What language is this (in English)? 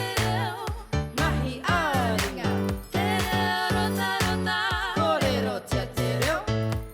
Māori